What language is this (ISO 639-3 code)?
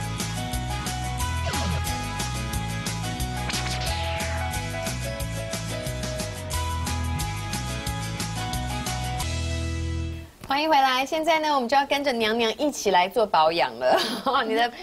zho